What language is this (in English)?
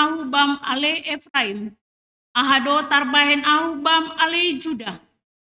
Batak Simalungun